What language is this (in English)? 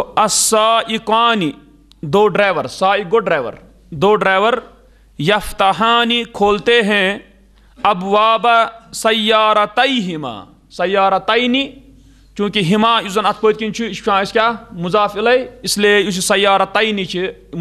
Kashmiri